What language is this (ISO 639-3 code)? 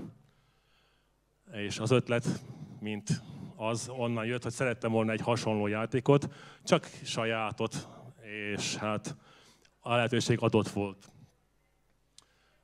hun